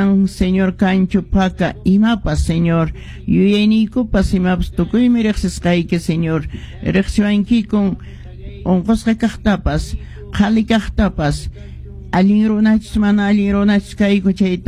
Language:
Quechua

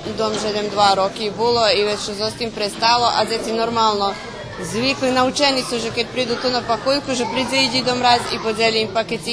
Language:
Rusyn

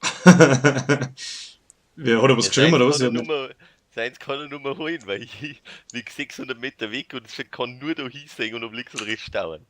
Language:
Bavarian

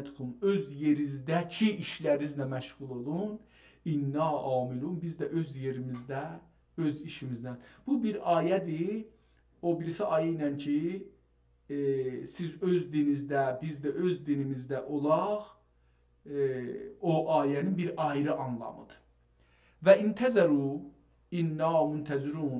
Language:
South Azerbaijani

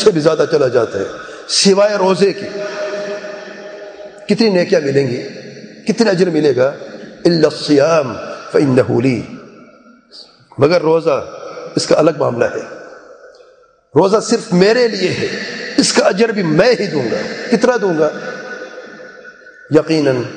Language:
Urdu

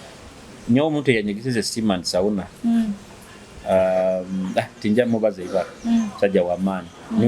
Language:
Nyoro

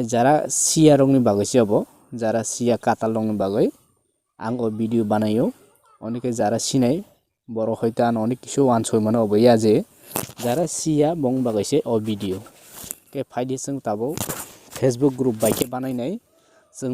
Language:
Kok Borok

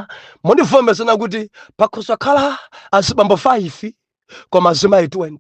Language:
Nyanja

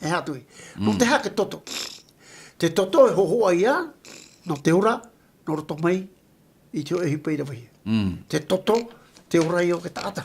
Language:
Tahitian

